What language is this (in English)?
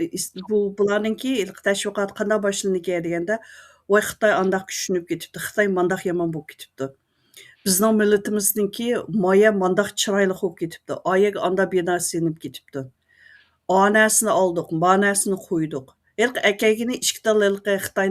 Uyghur